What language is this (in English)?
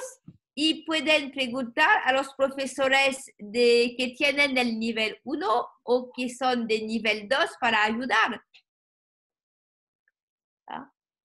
Spanish